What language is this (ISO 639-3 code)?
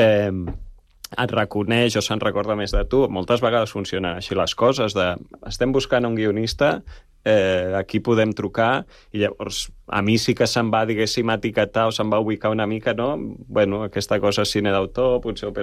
cat